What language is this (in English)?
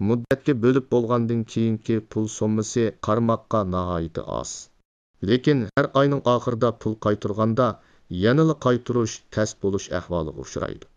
Uyghur